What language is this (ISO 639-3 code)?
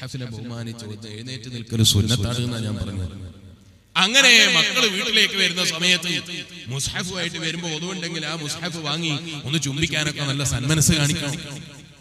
mal